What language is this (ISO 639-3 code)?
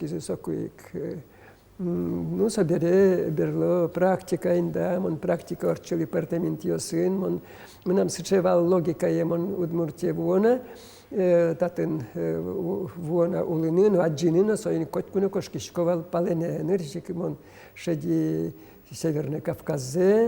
udm